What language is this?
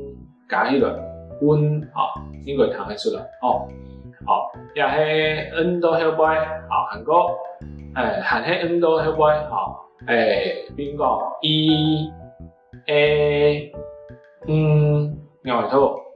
Hakka Chinese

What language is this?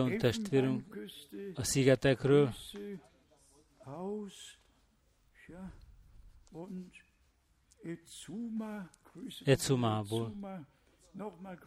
Hungarian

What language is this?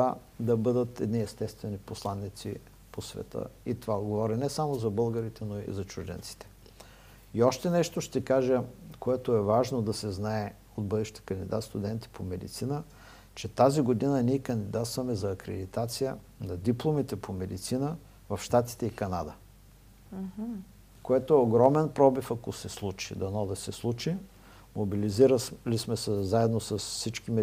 Bulgarian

